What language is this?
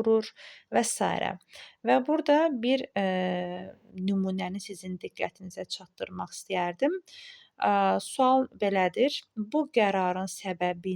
Azerbaijani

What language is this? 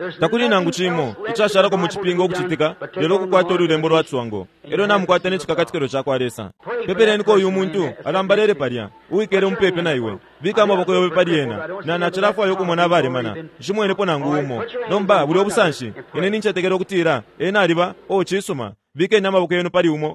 Bemba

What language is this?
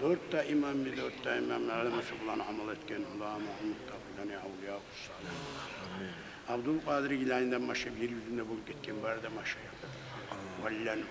Kumyk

